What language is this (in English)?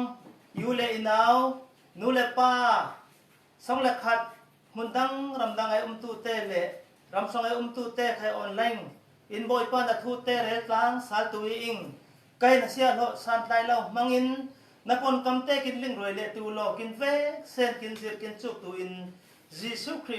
Falam Chin